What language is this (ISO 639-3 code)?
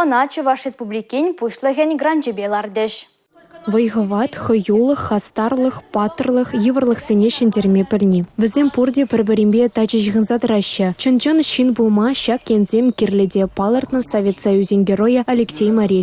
chv